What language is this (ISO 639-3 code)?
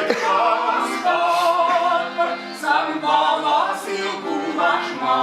chv